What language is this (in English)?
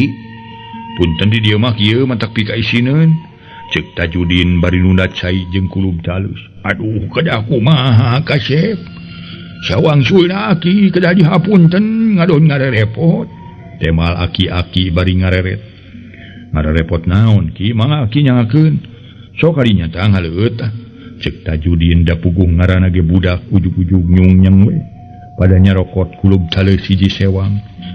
Sundanese